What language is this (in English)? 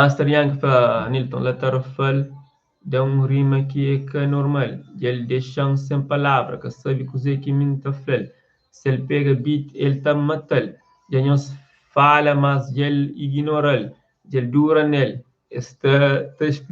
Kabuverdianu